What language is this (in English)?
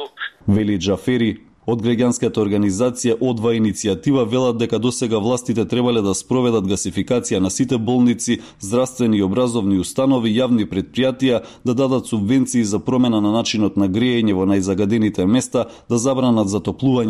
Macedonian